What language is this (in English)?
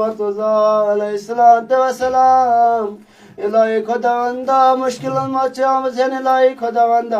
Kashmiri